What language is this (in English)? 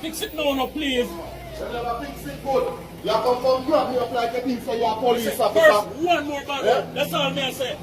Jamaican Creole English